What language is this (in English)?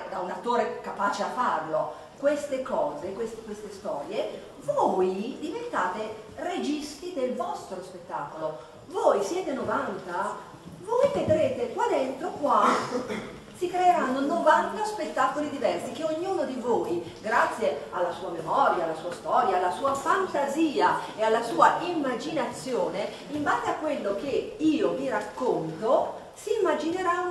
Italian